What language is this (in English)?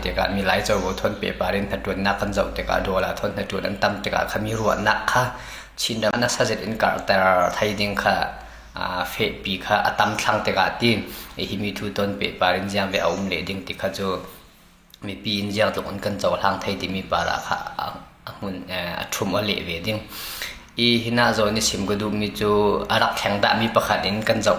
Falam Chin